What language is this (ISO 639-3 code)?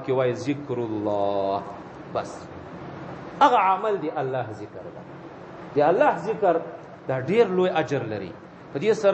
pus